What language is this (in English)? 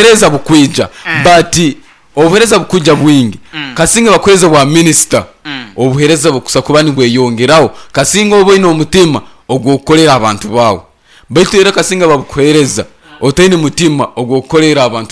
Nyankole